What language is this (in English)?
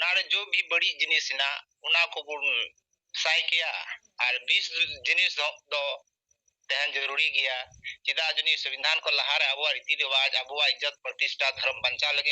Santali